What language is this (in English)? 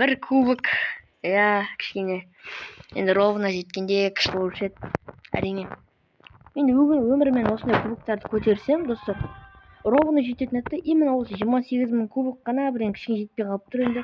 Kazakh